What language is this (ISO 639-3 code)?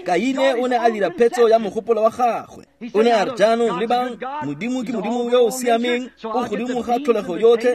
tsn